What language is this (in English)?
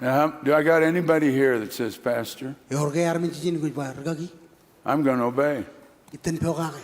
Marshallese